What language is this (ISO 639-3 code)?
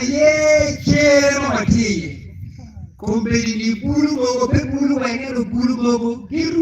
ach